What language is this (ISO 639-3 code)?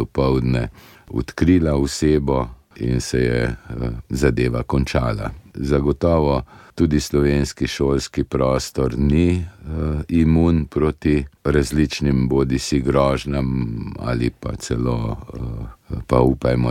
slv